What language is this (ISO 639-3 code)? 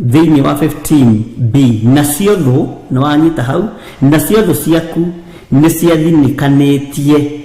kik